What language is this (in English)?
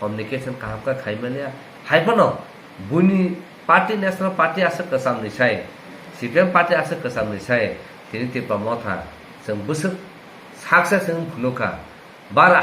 Kok Borok